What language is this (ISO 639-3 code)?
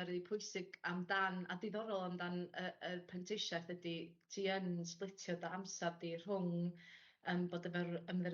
cym